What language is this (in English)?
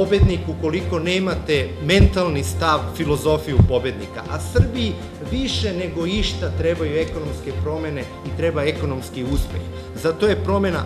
Serbian